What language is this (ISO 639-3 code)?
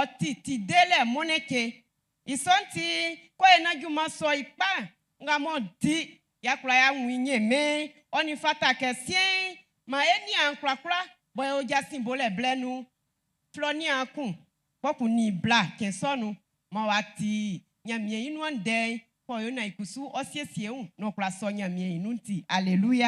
bci